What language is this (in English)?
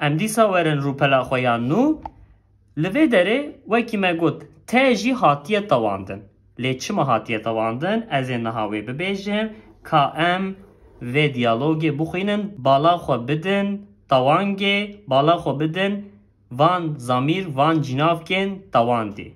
Kurdish